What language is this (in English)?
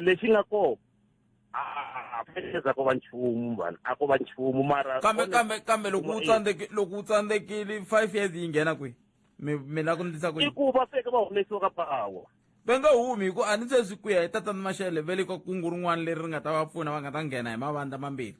Tsonga